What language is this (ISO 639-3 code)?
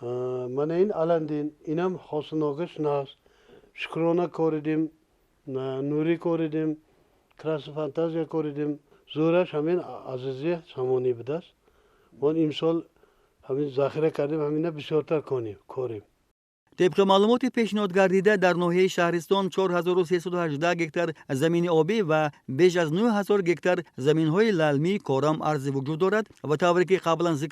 tgk